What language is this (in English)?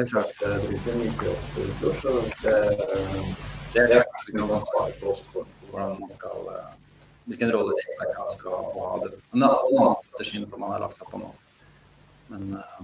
Norwegian